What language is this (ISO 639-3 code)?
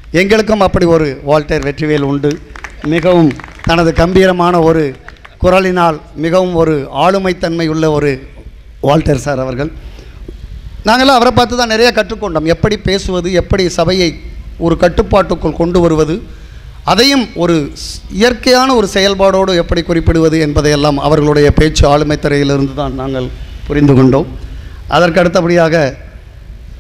tam